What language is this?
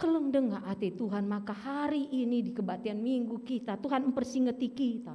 Batak Karo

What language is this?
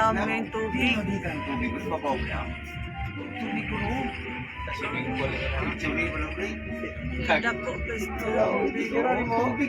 Cebuano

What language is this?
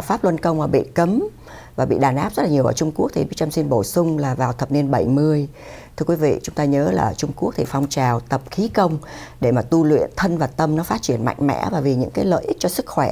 Vietnamese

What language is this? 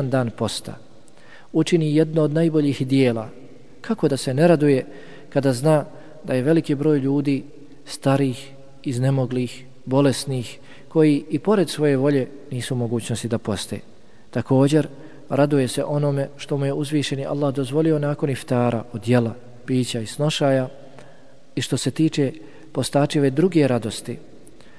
Bosnian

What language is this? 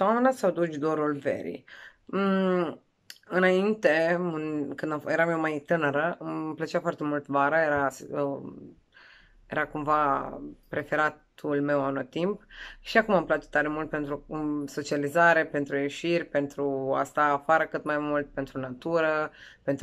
Romanian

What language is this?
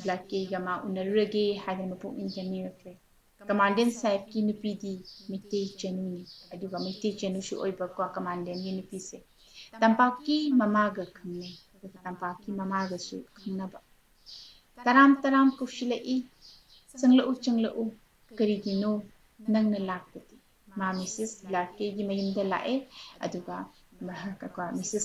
Manipuri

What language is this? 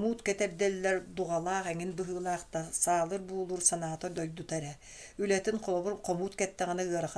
Yakut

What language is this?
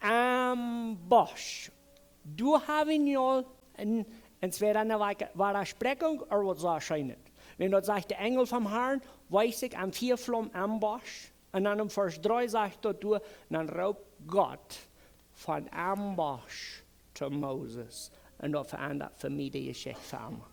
Plautdietsch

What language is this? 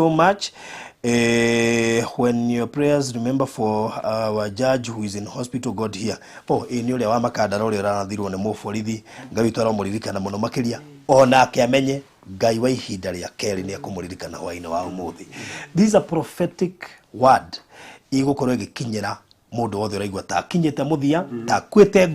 Kikuyu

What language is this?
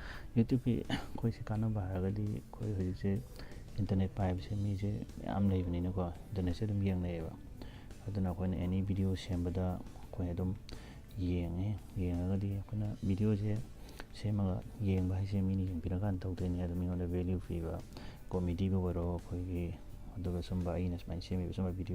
Manipuri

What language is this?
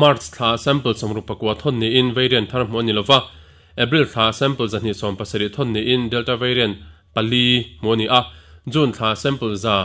Mizo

